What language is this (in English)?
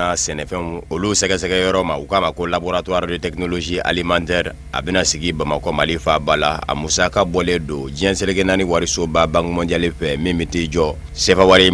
Bambara